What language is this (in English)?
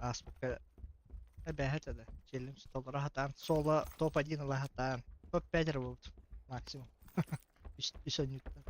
Yakut